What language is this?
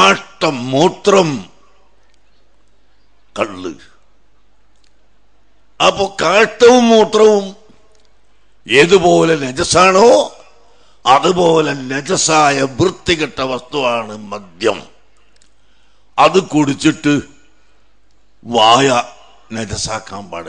Malayalam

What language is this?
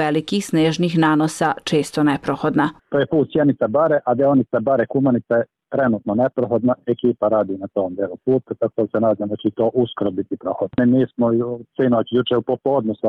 Serbian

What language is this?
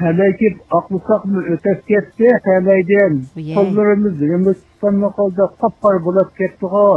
Uyghur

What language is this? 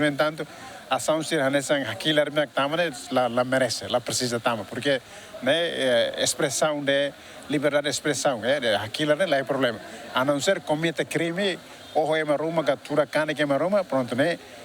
Tetum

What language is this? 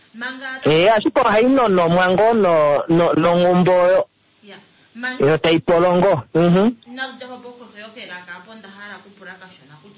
Kuanyama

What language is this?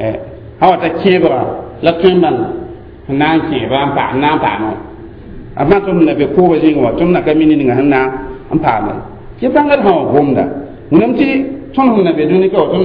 Mossi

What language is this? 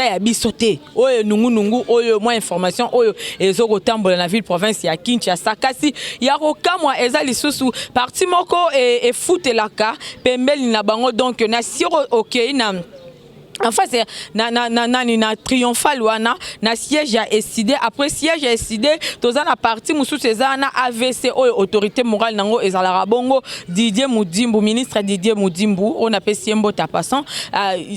Lingala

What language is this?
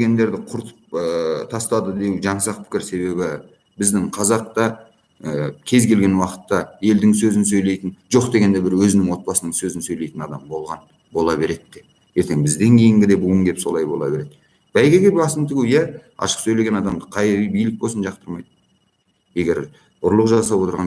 Kazakh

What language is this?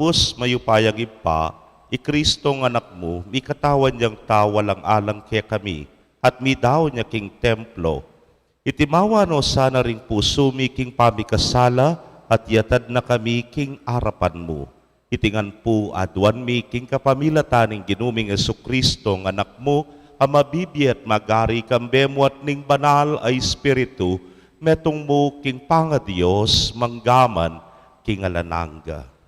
Pampanga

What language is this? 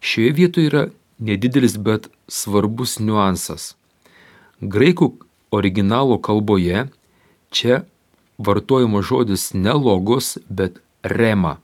Lithuanian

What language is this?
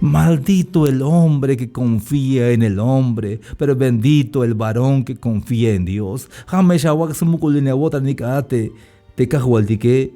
Tzeltal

